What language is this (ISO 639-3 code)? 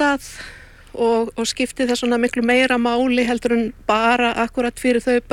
isl